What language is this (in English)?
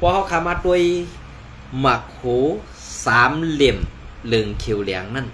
Shan